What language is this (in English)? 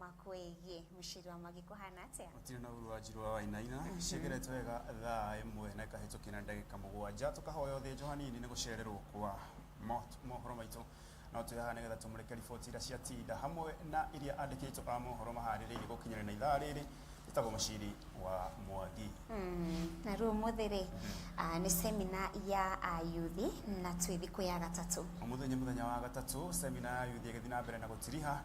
Kikuyu